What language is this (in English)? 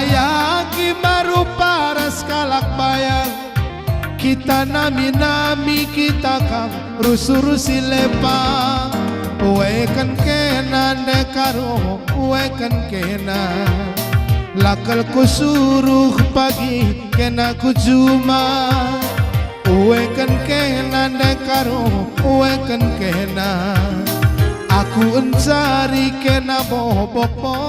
Batak Karo